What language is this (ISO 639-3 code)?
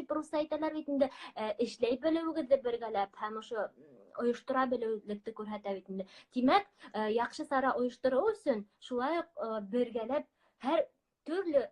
bak